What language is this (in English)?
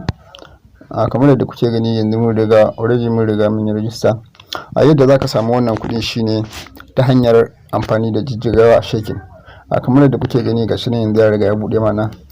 Hausa